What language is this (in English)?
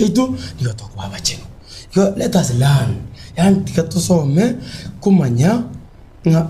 Gusii